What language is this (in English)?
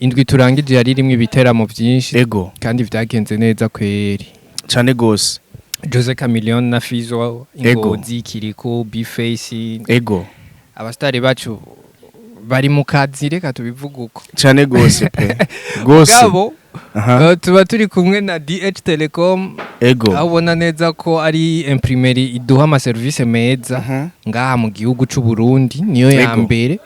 Rundi